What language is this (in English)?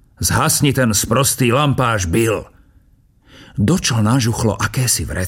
Slovak